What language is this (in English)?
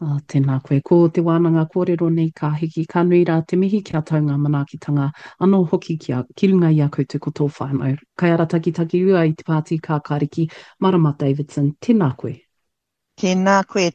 Māori